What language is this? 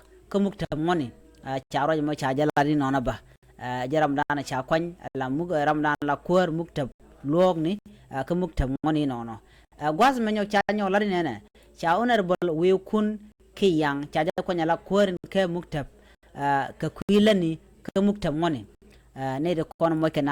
Nuer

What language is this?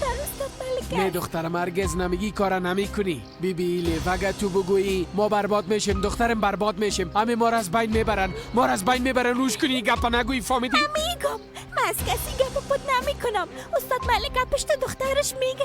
Persian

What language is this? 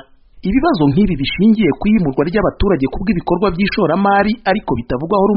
Kinyarwanda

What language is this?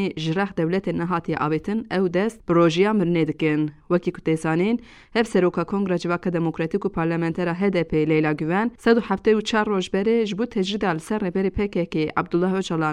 Kurdish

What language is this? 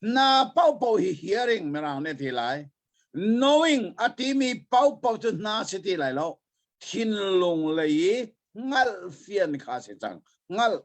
Hakha Chin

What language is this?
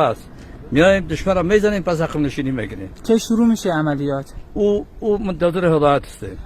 Persian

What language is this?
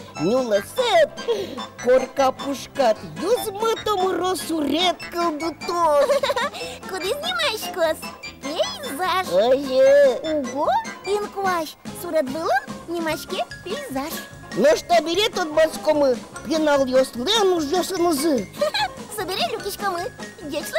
Udmurt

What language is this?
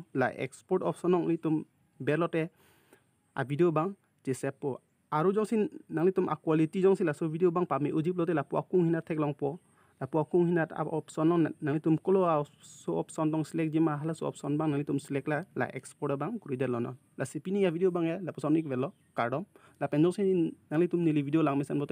Karbi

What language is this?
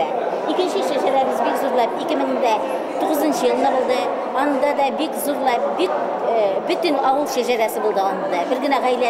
Bashkir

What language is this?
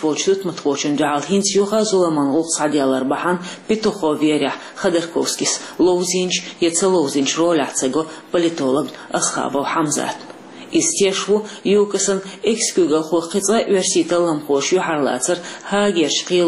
Chechen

